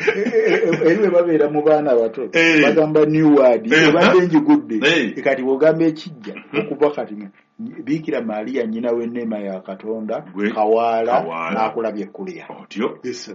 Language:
Ganda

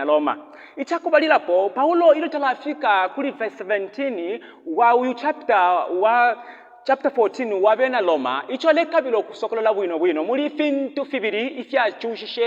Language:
Bemba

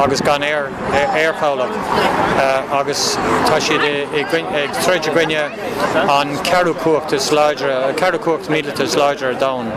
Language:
Irish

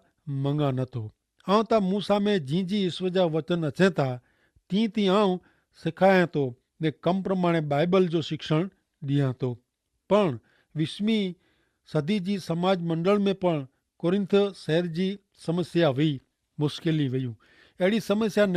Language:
Kachhi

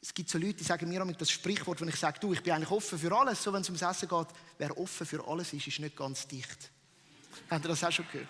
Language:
Swiss German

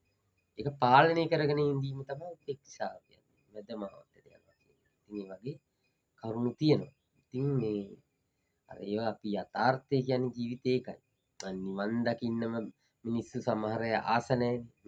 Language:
Sinhala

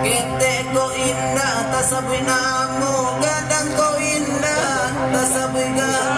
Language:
Minangkabau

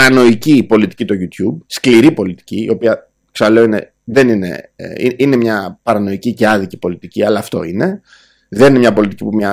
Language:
Greek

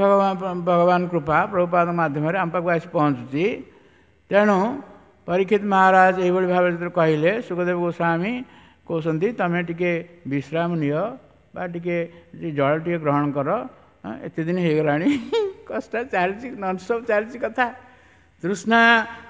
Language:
Odia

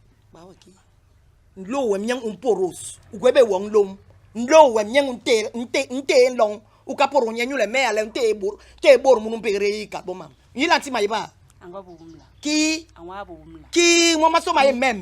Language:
Basaa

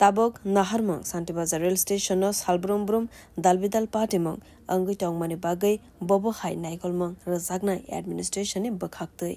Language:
Kok Borok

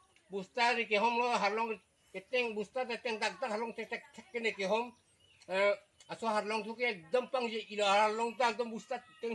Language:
Karbi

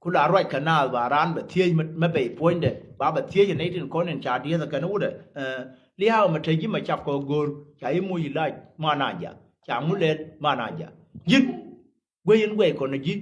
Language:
Nuer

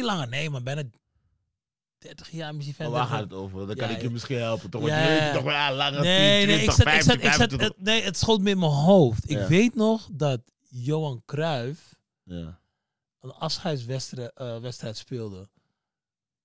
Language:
Dutch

